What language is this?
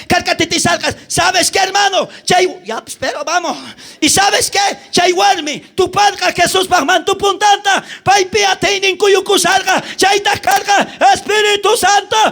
South Bolivian Quechua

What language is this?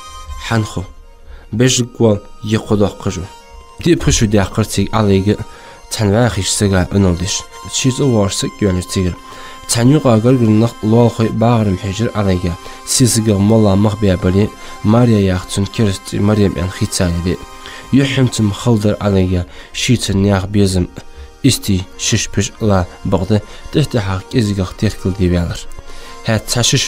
Ingush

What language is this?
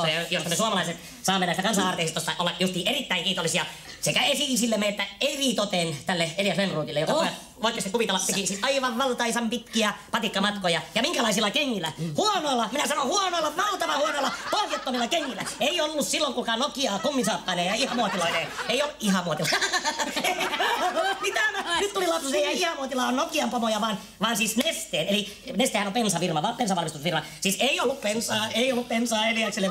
Finnish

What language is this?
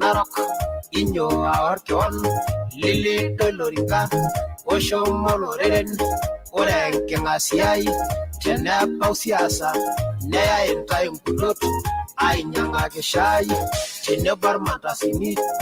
Masai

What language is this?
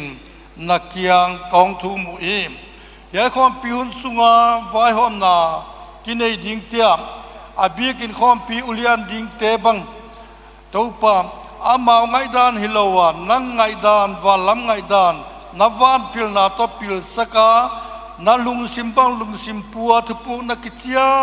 Paite Chin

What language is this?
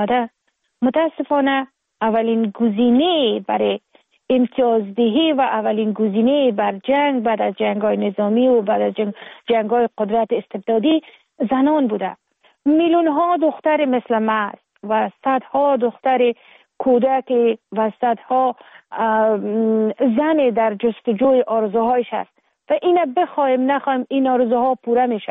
Persian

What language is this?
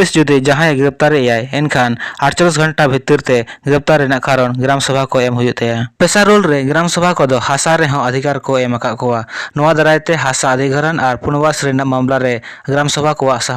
Santali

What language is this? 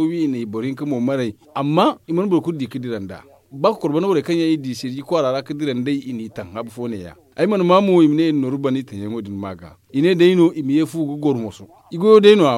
Zarma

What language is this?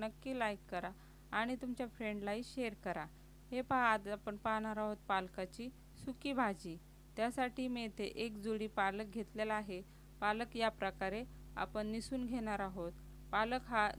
Marathi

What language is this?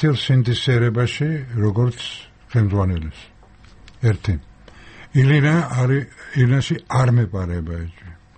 Georgian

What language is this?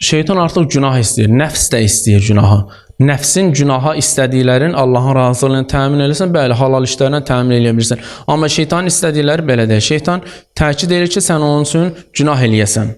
Azerbaijani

